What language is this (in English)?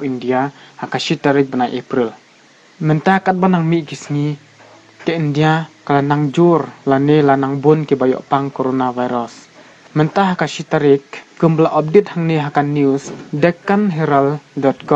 Khasi